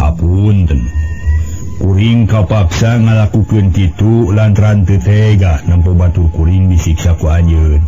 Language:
Sundanese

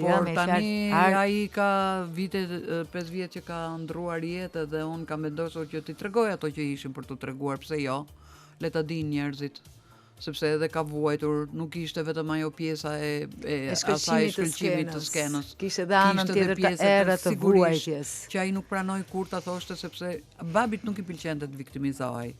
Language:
Albanian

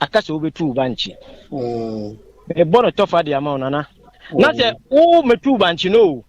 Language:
Akan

